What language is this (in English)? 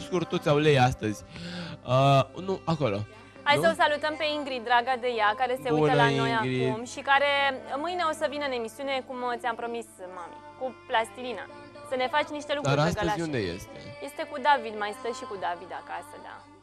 Romanian